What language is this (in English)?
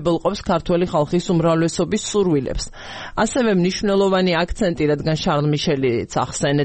Georgian